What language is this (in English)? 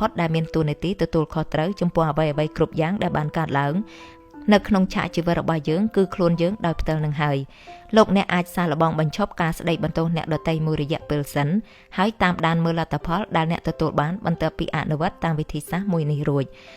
Khmer